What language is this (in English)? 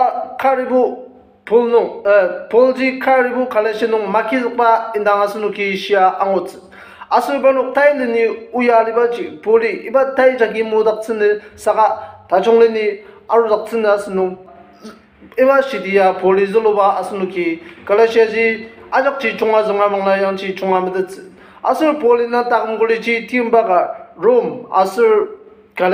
Ao Naga